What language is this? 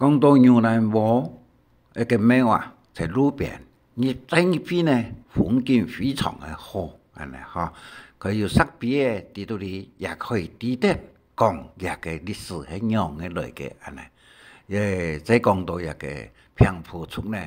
Hakka Chinese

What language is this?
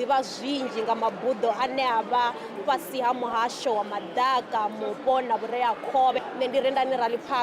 Venda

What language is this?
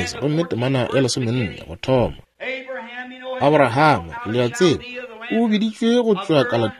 Northern Sotho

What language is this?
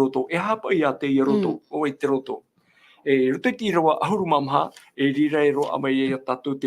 Tahitian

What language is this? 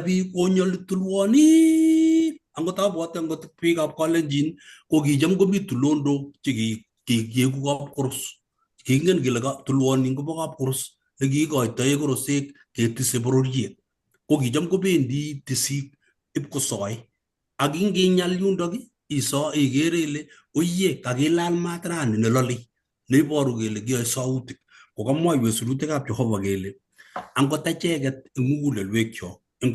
Kalenjin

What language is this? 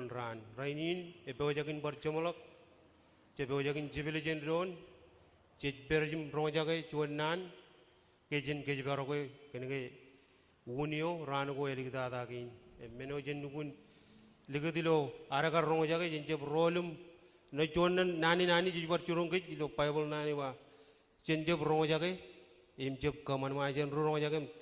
Marshallese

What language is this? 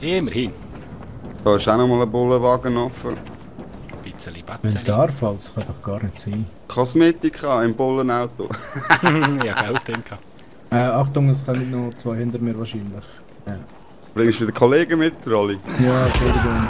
Swiss German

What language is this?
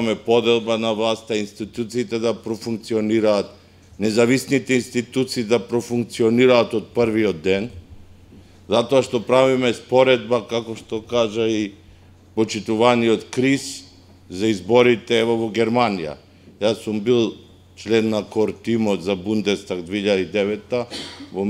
Macedonian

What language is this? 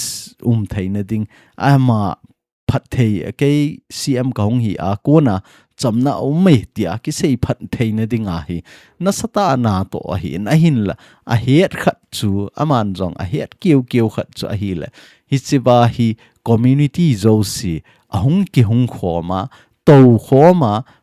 Thado Chin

